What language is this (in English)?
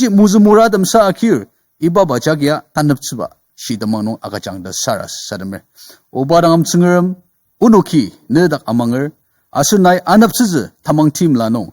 Ao Naga